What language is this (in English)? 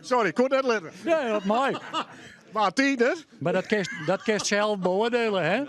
Western Frisian